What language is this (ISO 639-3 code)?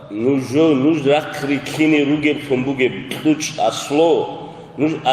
ava